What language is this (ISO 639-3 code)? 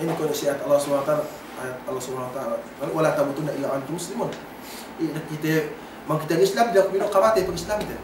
yka